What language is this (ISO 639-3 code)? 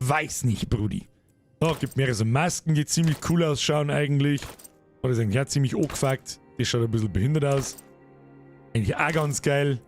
bar